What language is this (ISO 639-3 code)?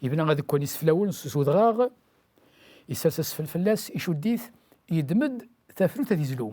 kab